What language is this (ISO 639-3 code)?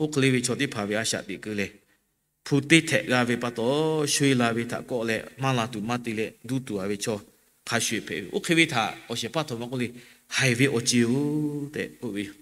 lhu